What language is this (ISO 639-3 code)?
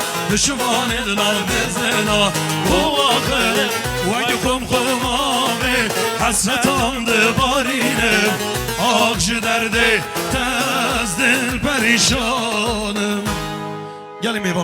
kur